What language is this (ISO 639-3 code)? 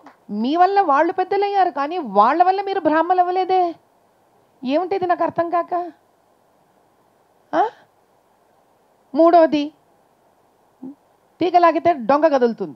tel